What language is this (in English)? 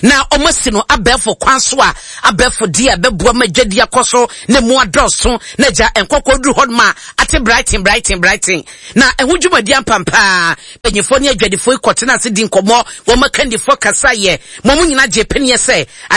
Akan